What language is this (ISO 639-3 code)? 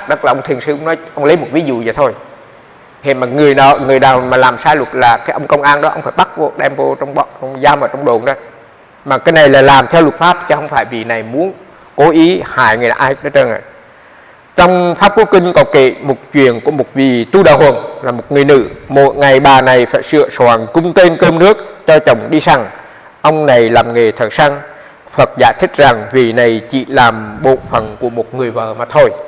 vie